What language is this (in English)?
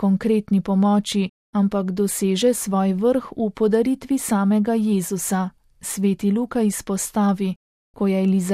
Slovenian